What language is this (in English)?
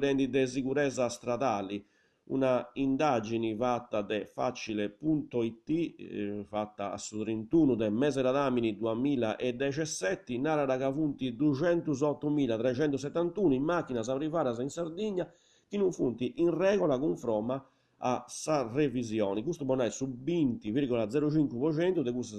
Sardinian